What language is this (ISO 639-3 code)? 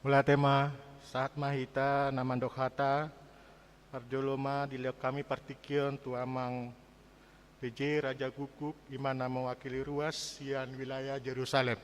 bbc